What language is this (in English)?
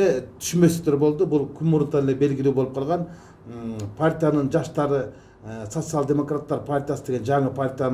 Kyrgyz